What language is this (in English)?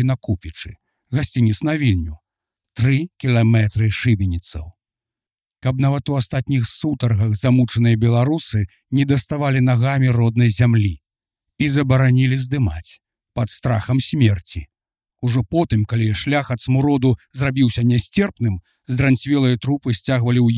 Belarusian